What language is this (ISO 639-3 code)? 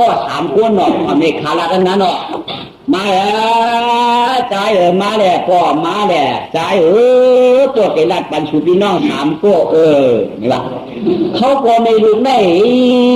shn